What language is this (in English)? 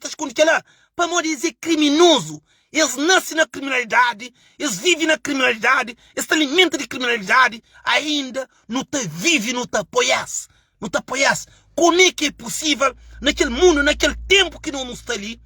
Kabuverdianu